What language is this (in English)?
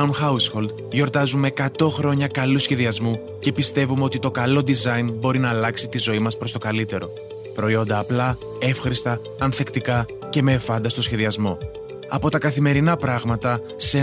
Greek